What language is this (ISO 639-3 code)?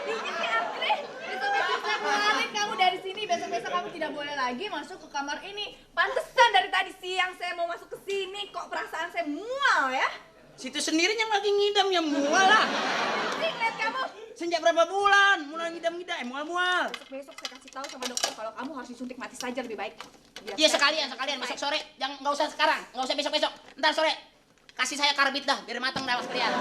bew